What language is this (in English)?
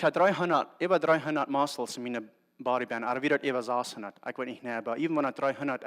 Plautdietsch